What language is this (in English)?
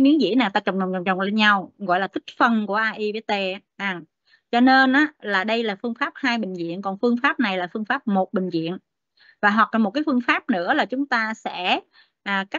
Vietnamese